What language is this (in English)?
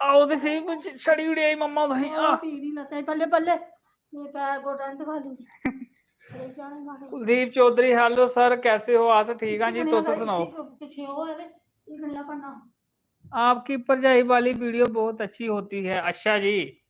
Dogri